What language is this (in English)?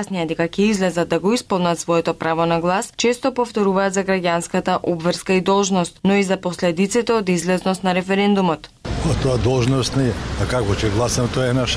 Macedonian